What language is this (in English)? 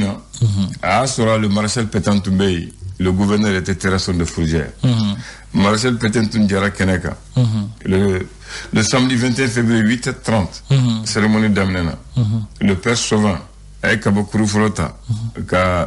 Bambara